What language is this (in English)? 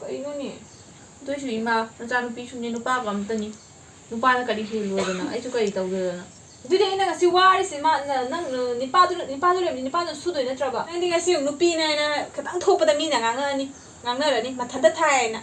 Manipuri